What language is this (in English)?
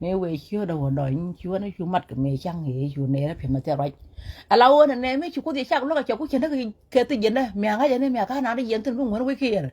Nuer